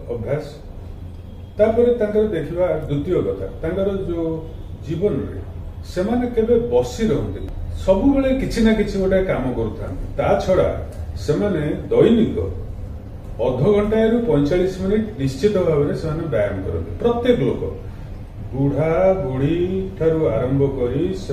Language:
Odia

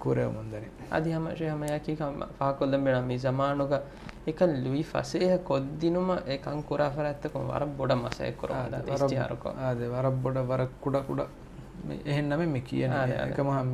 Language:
Divehi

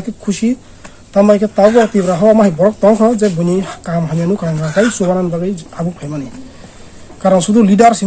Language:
Kok Borok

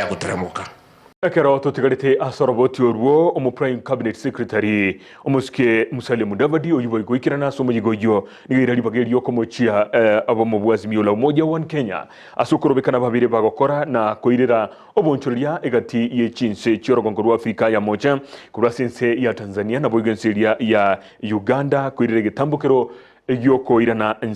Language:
Gusii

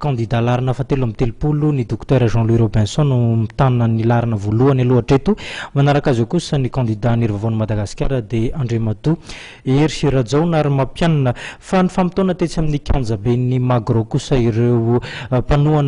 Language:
Malagasy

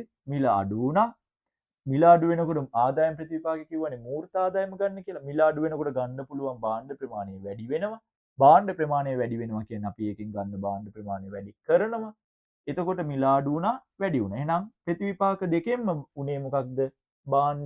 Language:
Sinhala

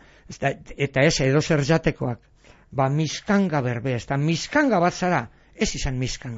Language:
Basque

